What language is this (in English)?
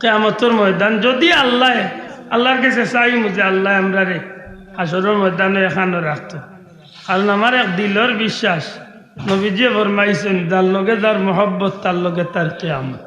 Sylheti